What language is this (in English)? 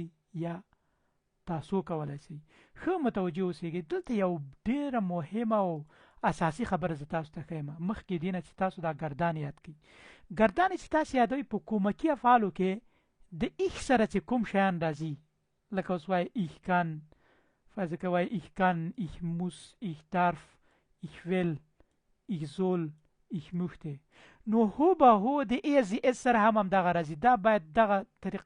Pashto